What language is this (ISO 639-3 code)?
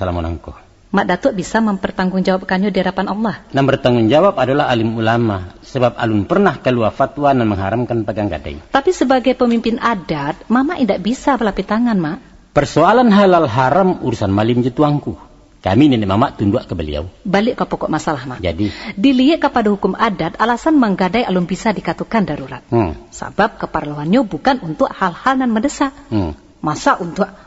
min